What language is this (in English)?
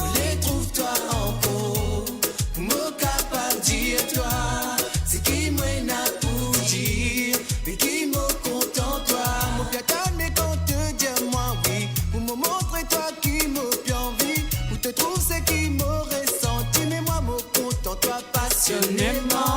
Morisyen